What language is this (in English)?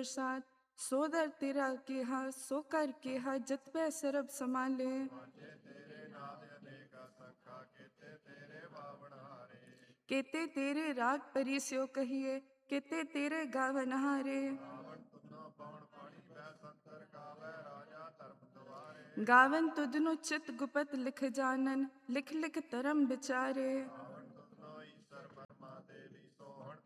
Punjabi